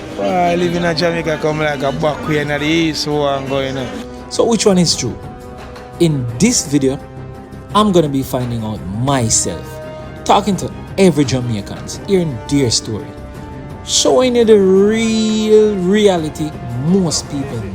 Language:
Jamaican Creole English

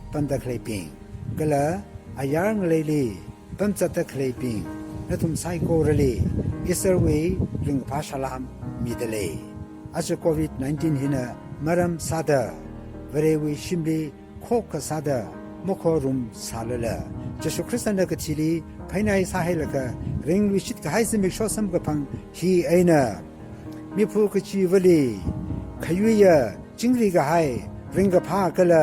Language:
Tangkhul Naga (India)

